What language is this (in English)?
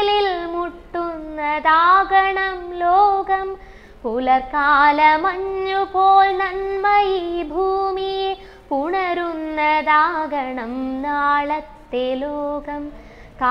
Malayalam